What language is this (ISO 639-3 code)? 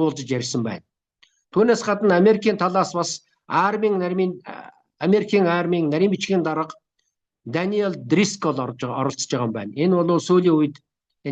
mon